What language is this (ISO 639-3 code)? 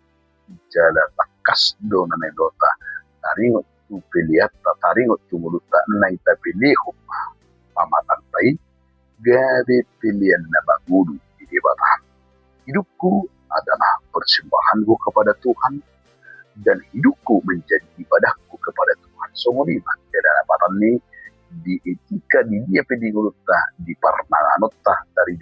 bbc